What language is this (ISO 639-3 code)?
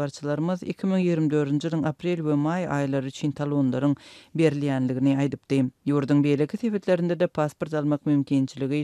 tuk